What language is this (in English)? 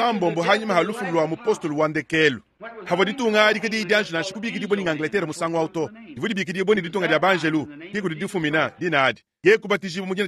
Luba-Lulua